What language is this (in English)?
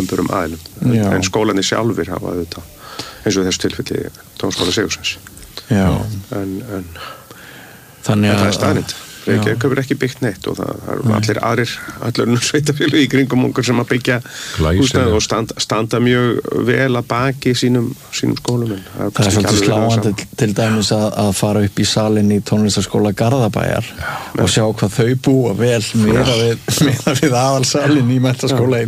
Icelandic